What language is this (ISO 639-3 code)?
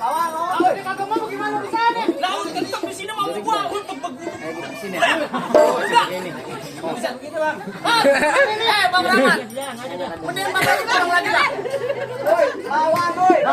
bew